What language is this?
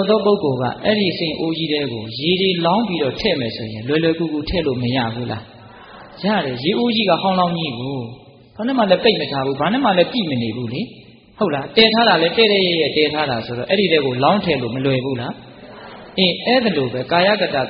Burmese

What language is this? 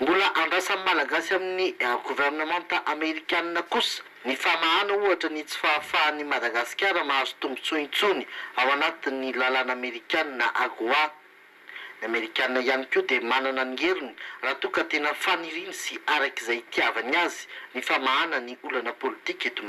Malagasy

